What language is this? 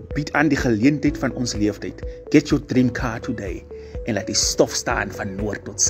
Afrikaans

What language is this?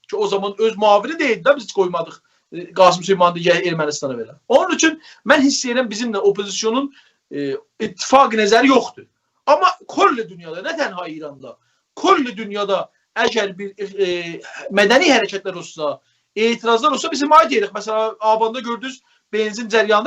South Azerbaijani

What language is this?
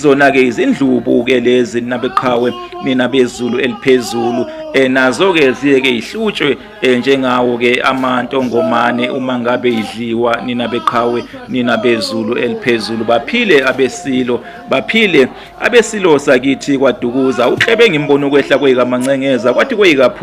Zulu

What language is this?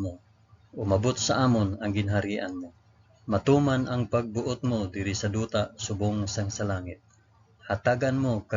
Hiligaynon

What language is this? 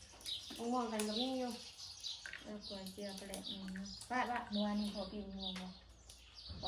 Northeastern Thai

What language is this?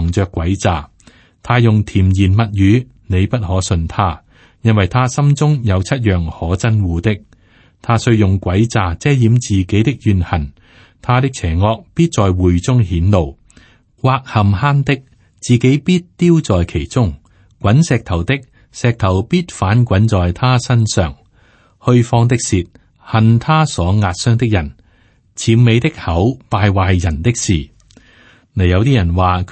Cantonese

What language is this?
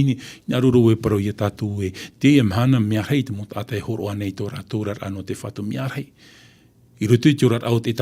Tahitian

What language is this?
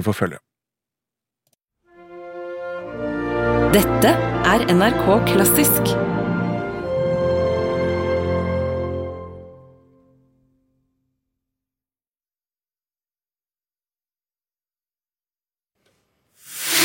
Norwegian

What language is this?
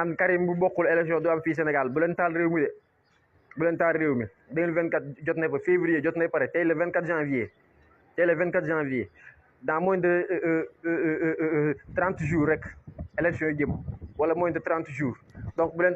Wolof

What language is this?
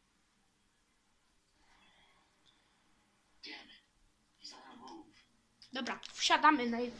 Polish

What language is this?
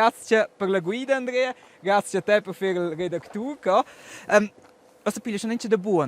Romansh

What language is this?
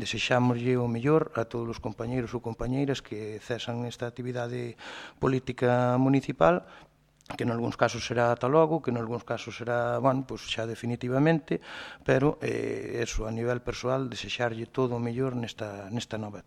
Galician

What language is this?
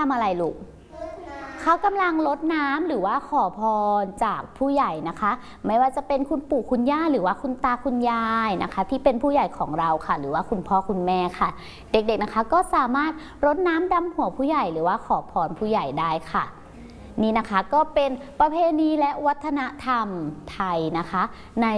Thai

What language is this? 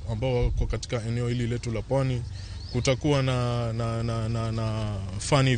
Luo (Kenya and Tanzania)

